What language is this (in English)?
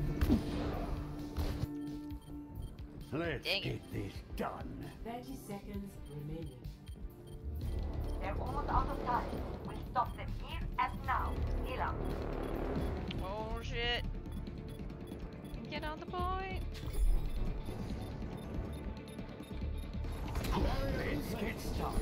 English